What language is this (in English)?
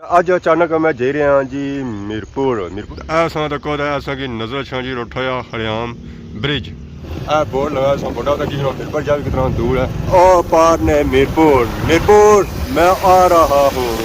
Pahari-Potwari